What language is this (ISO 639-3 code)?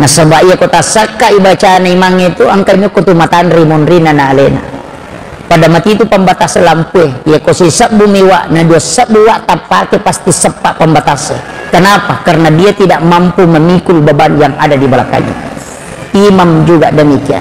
bug